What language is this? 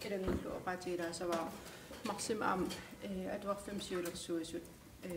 Kalaallisut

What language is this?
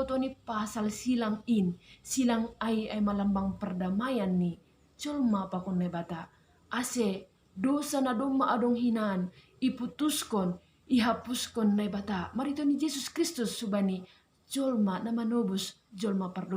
Batak Simalungun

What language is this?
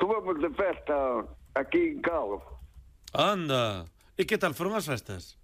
Galician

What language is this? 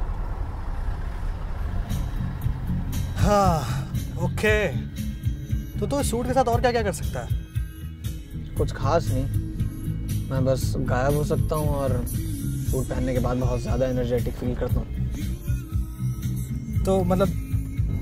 Hindi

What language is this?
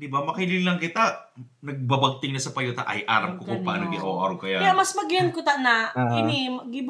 Bikol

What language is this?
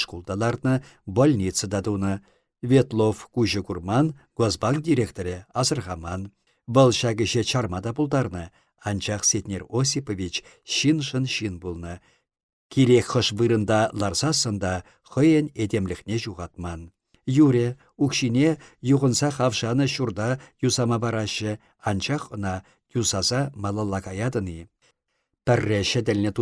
Chuvash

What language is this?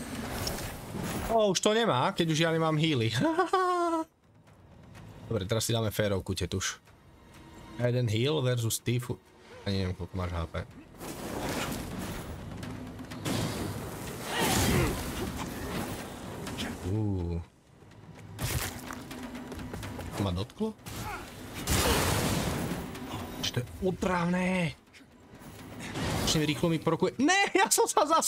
Slovak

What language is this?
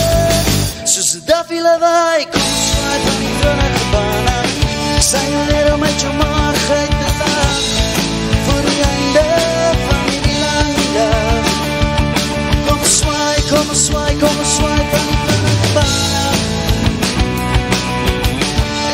Afrikaans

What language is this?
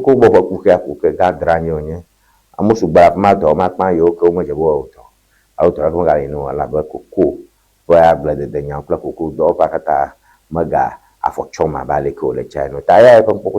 Ewe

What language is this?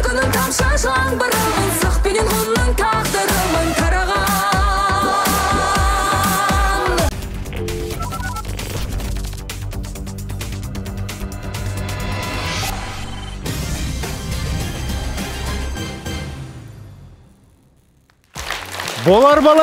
Kazakh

